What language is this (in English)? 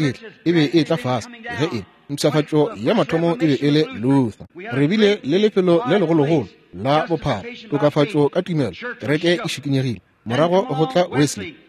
Northern Sotho